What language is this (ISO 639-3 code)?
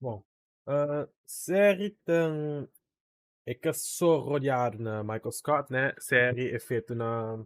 kea